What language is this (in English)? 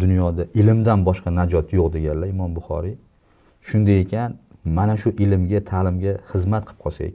Uzbek